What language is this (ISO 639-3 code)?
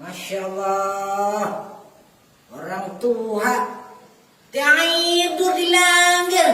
bjn